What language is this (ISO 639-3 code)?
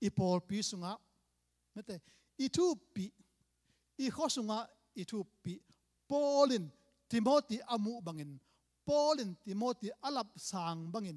ctd